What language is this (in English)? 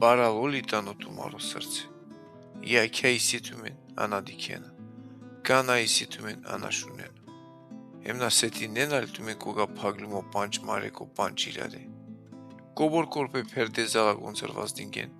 Balkan Romani